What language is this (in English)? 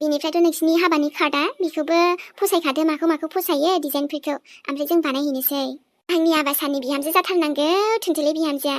Bodo